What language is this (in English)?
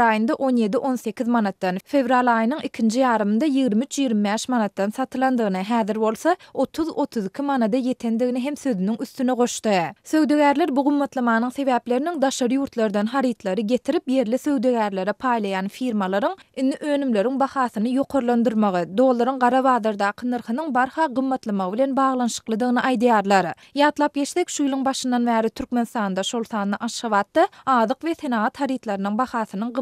Turkmen